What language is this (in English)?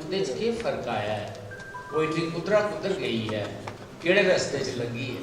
Dogri